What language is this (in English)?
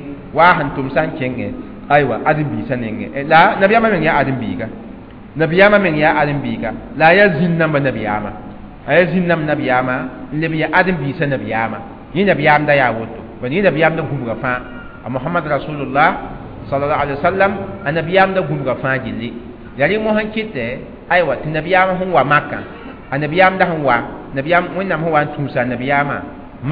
Mossi